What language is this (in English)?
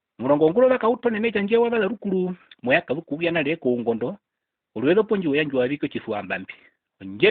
Herero